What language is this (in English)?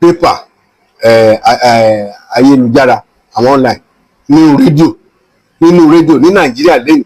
Yoruba